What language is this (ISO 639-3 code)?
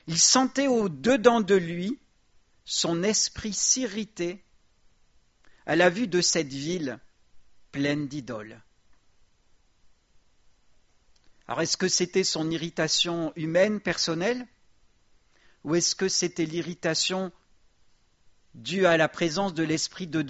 fra